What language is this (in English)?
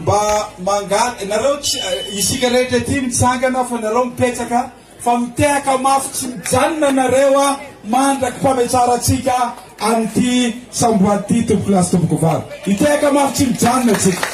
Malagasy